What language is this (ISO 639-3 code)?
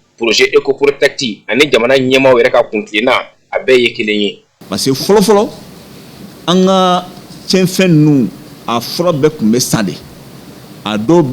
bam